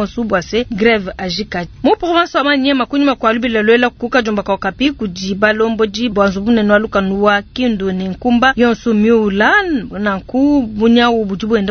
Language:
Luba-Lulua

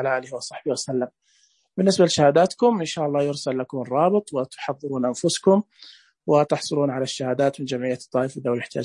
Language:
Najdi Arabic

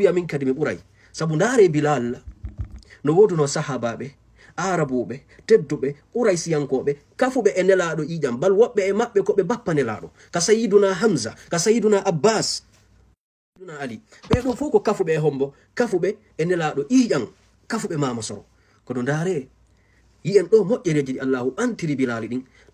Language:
Fula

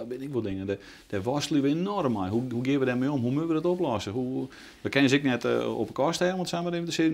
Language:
Western Frisian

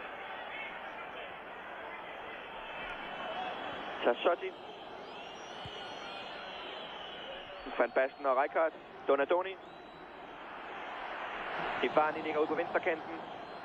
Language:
Danish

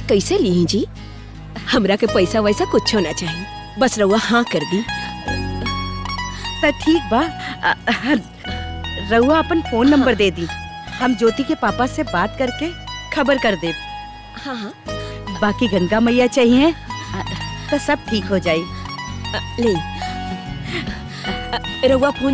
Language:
Bhojpuri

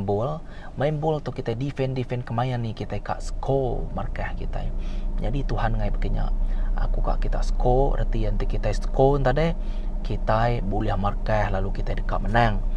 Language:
Iban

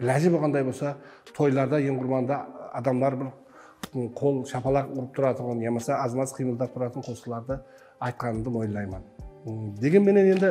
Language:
Kara-Kalpak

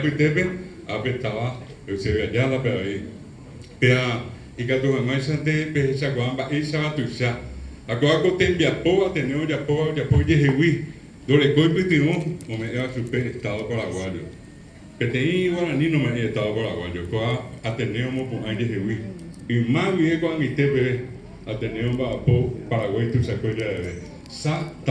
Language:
Guarani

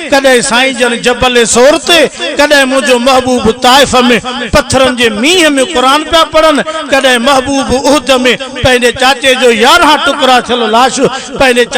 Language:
Sindhi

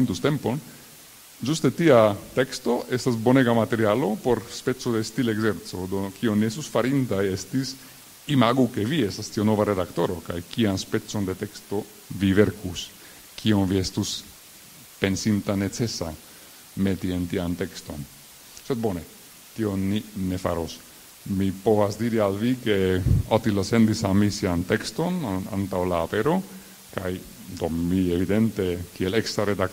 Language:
Esperanto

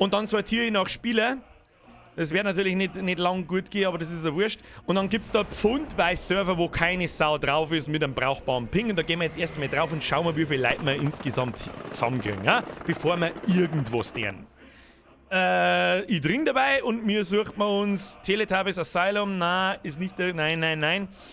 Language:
Bavarian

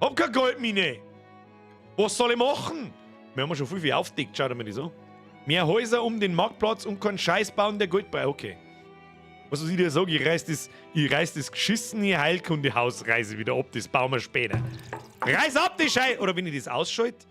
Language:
Bavarian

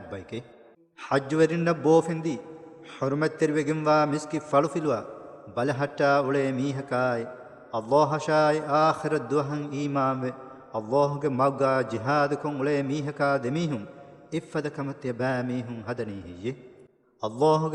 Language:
Divehi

